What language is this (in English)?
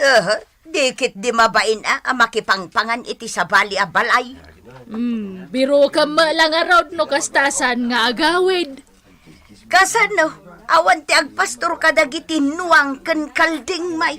Iloko